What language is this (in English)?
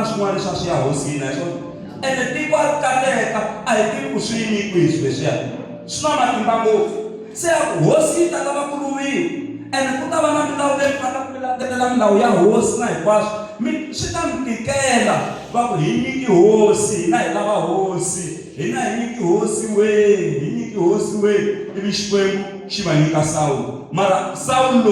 Tsonga